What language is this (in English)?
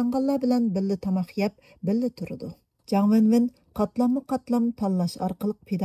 Uyghur